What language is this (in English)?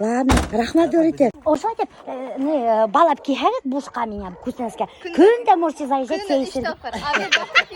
Bashkir